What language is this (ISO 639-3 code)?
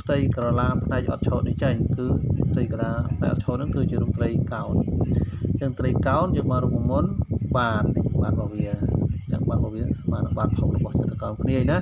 khm